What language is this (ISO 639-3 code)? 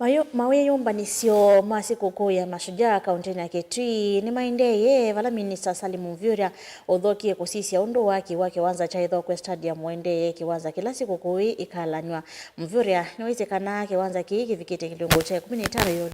kam